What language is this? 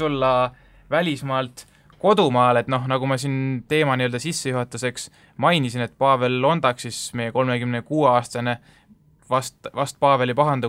Estonian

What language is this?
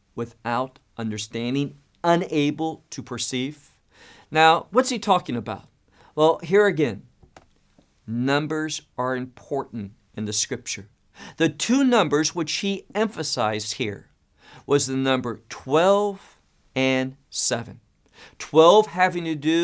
English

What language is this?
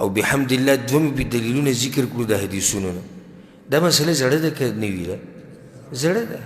Pashto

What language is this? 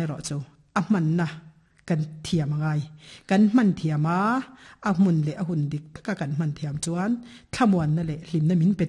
Mizo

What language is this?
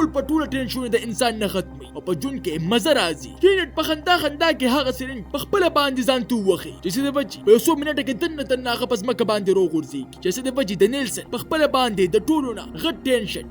Pashto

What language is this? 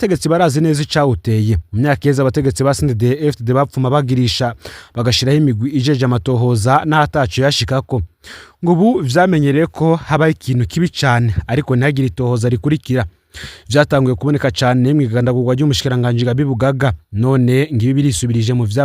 Rundi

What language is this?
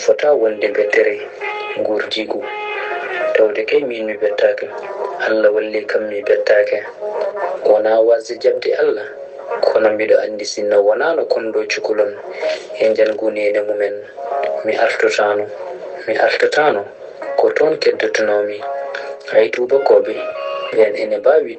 Fula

